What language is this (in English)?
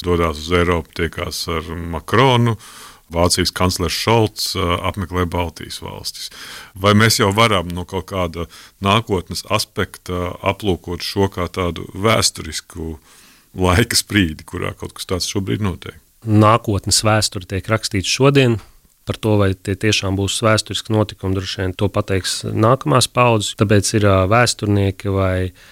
Latvian